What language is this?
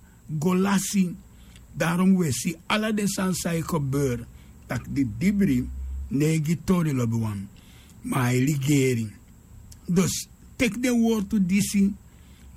Sranan Tongo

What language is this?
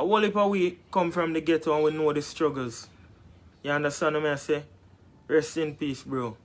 Jamaican Creole English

